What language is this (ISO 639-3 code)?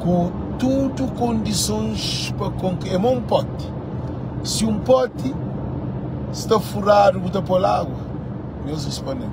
kea